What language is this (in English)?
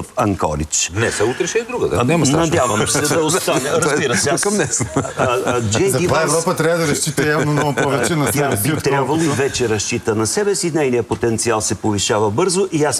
Bulgarian